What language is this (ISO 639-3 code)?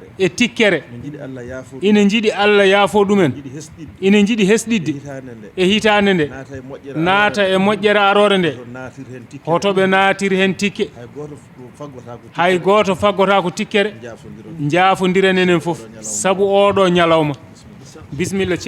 ful